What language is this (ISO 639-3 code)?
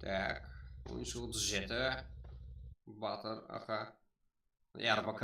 kaa